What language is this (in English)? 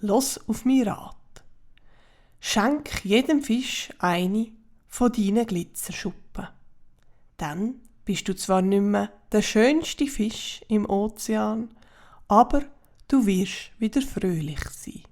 Swiss German